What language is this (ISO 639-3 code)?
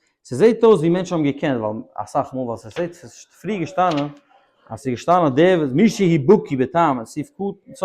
yid